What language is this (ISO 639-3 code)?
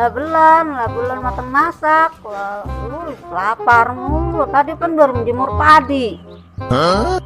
bew